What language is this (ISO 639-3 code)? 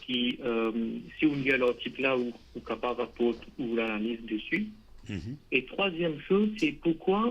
mfe